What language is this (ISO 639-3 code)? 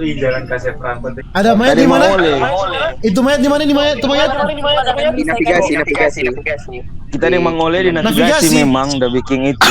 xmm